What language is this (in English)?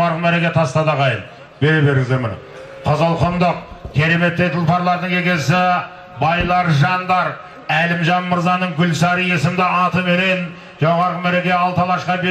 Kazakh